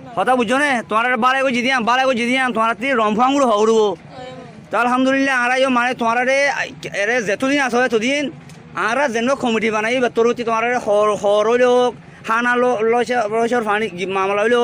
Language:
Rohingya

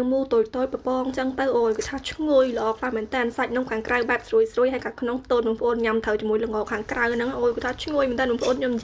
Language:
Khmer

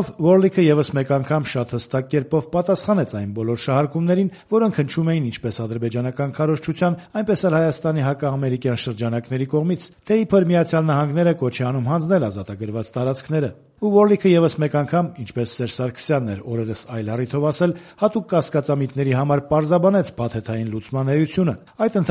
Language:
Armenian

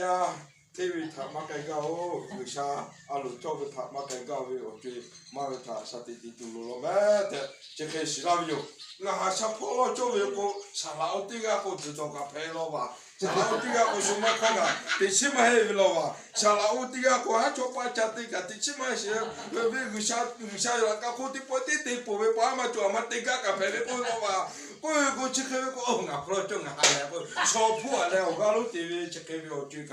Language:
Lahu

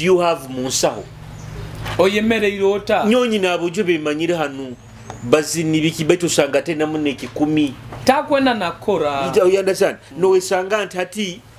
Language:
Nyoro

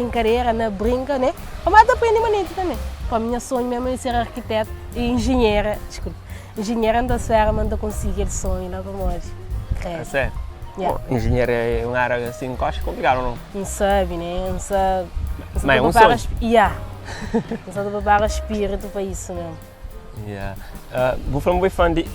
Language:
Kabuverdianu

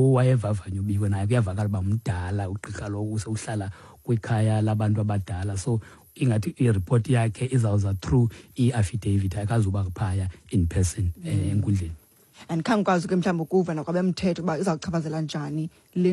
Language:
Xhosa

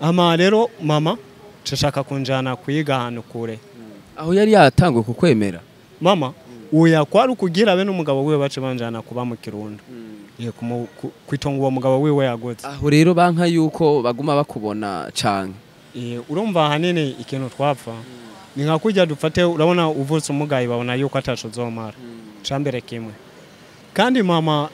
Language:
Rundi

